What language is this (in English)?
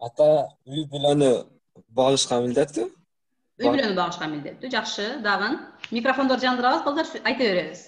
Kyrgyz